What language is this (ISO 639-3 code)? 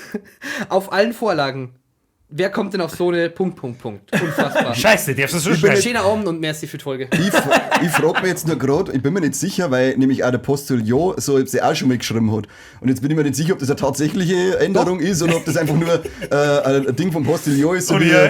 bar